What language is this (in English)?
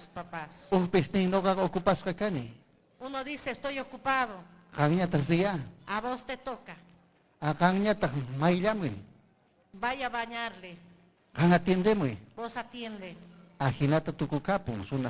Ayacucho Quechua